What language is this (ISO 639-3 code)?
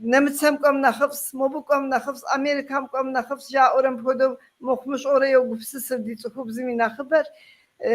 kbd